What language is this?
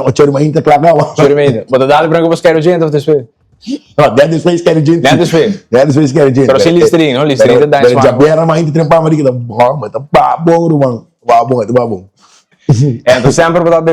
Papiamento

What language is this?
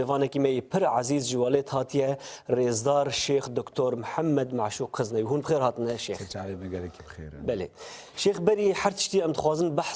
Kurdish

